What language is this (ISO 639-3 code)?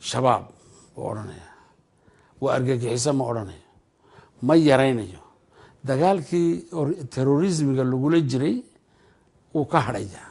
som